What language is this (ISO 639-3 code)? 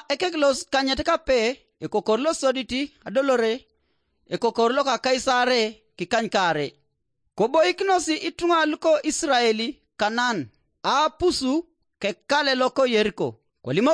teo